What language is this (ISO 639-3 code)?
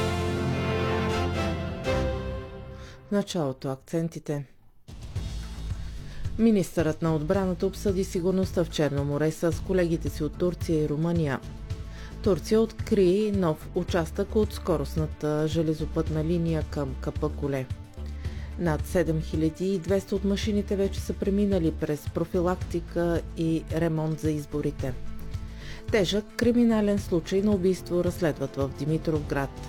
bul